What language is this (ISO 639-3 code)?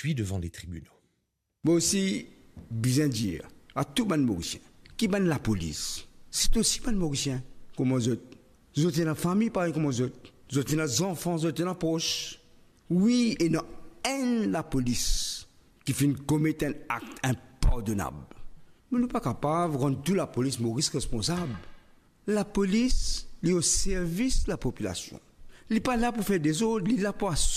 mfe